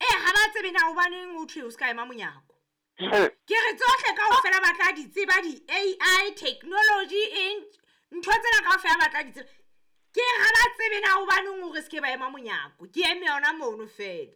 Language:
Southern Sotho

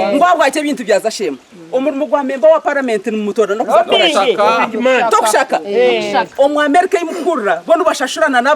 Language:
Nyankole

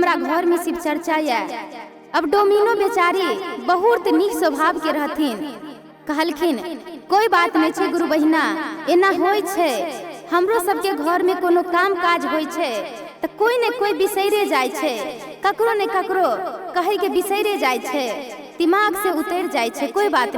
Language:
Maithili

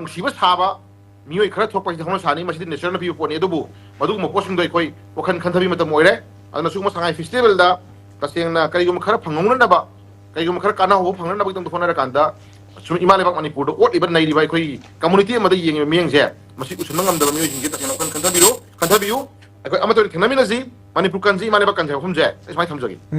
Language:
Manipuri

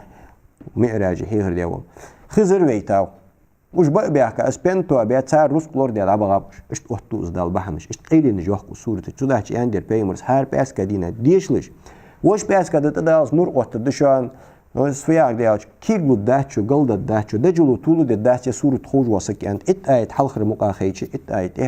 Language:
Ingush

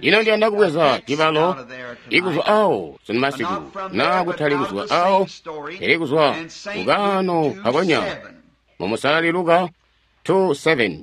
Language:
Tonga (Zambia)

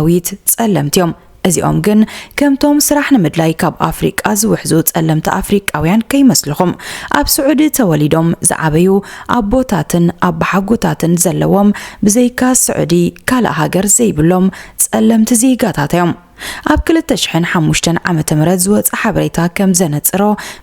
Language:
Tigrinya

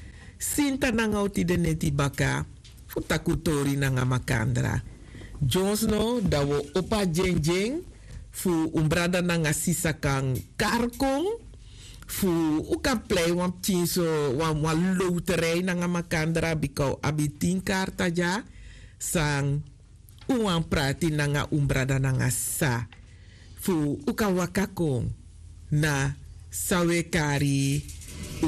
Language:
Sranan Tongo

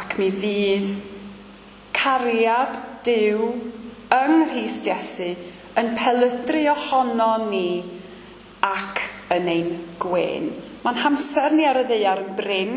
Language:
Welsh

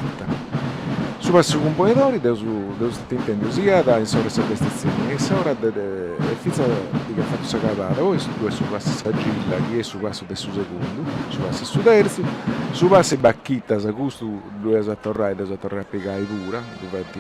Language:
Sardinian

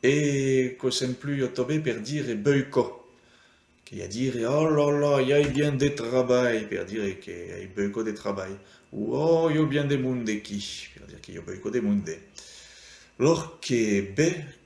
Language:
Occitan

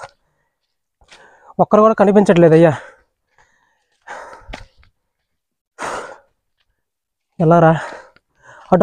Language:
Telugu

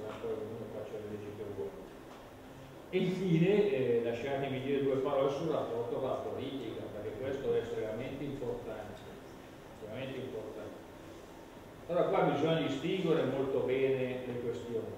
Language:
Italian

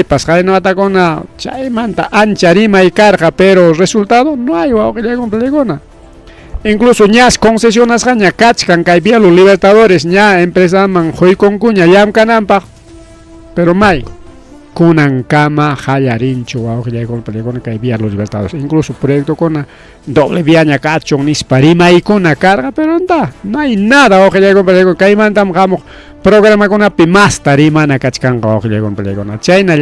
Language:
Ayacucho Quechua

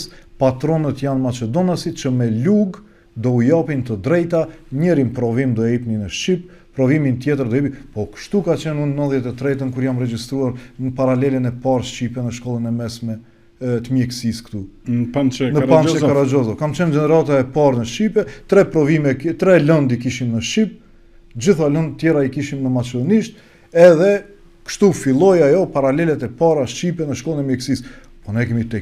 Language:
Albanian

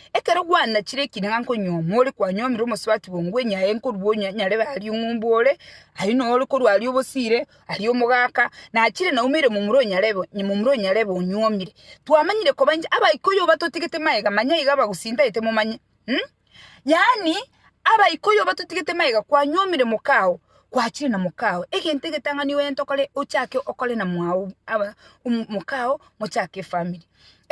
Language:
Gusii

